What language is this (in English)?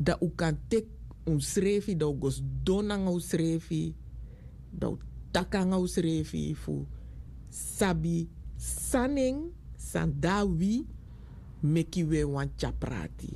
Sranan Tongo